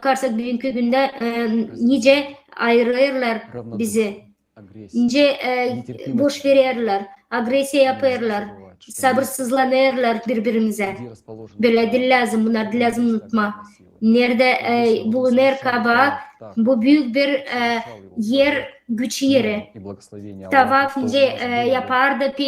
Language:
Gagauz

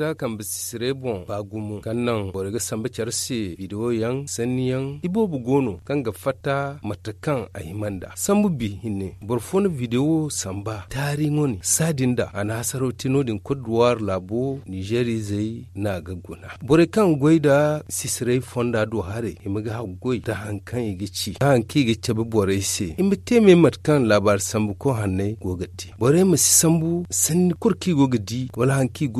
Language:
Zarma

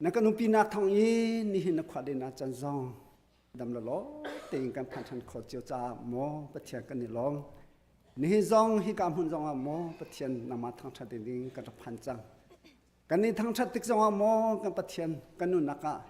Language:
Hakha Chin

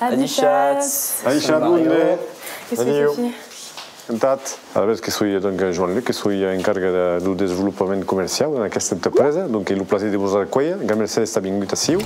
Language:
Occitan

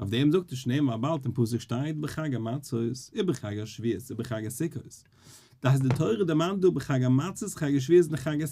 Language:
Yiddish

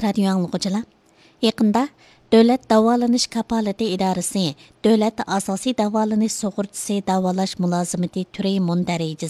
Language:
Uyghur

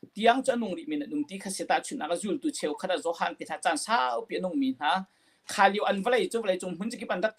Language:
Hakha Chin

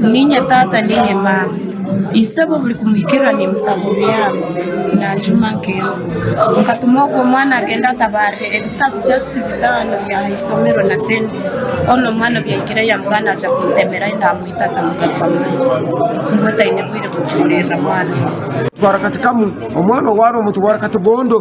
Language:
Nyankole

